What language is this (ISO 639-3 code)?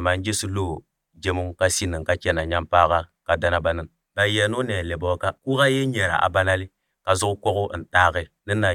aze